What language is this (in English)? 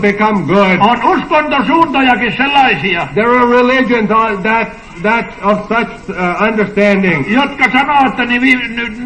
Finnish